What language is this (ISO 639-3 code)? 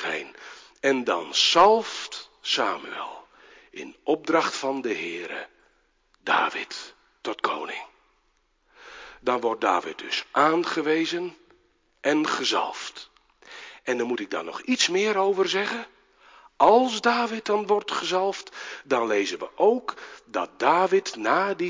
nld